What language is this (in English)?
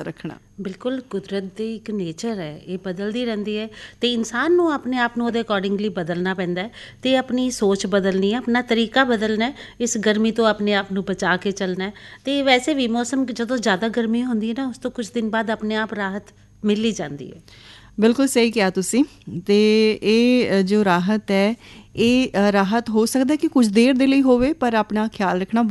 Punjabi